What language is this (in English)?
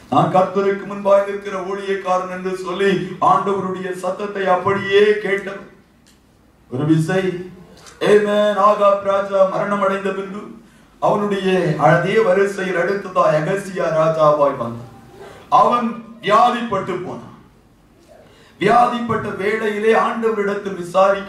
Tamil